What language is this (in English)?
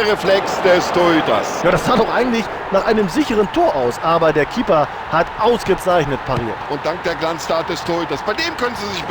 Bavarian